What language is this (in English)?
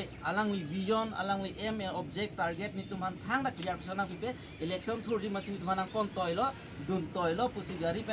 Karbi